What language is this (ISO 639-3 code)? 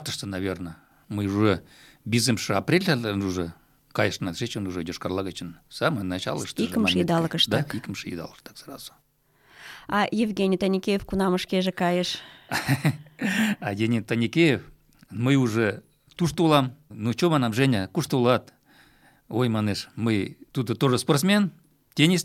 chm